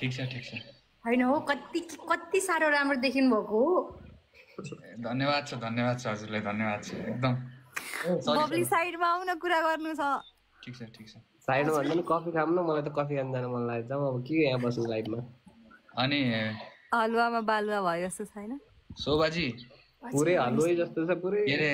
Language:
Nepali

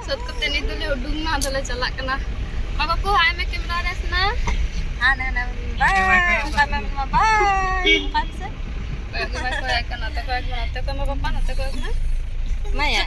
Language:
Santali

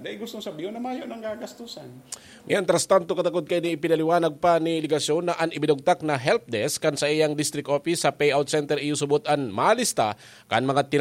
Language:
Bikol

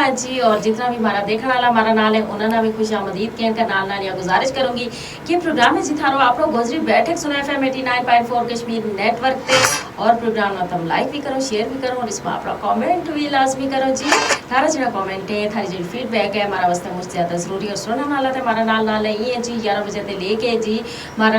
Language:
Gujari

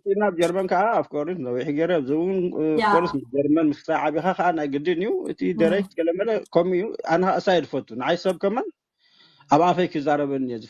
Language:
Tigrinya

